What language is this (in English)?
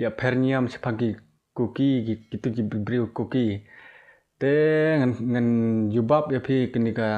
Khasi